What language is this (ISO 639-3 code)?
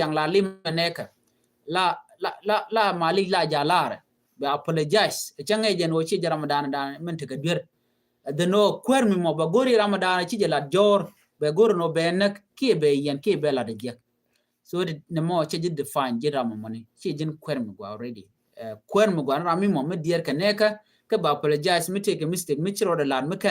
nus